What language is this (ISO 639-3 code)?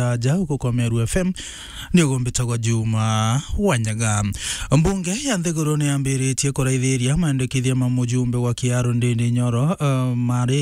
mer